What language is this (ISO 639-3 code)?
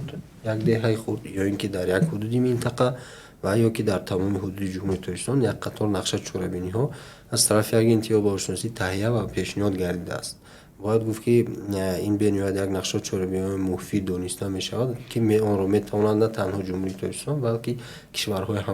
tgk